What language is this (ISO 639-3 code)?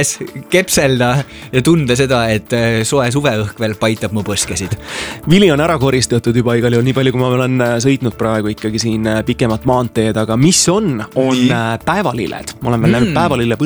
est